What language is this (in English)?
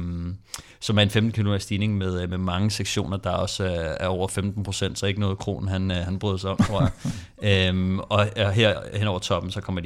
Danish